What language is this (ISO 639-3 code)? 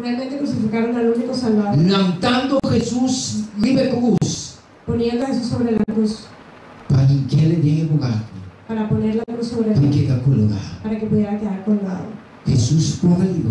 pap